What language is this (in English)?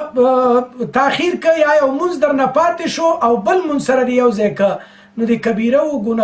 Pashto